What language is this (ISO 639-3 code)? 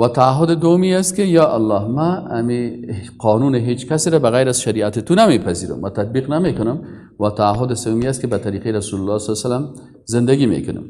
fas